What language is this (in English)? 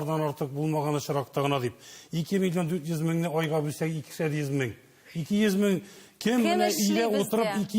Tatar